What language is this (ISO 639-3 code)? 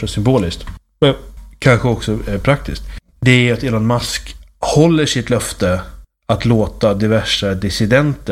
swe